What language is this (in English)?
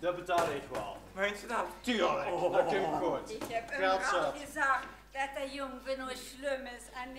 Limburgish